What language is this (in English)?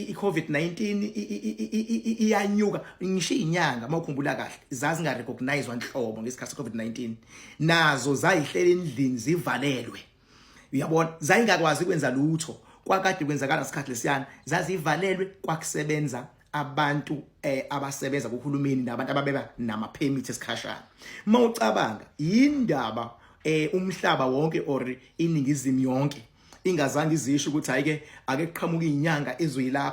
Zulu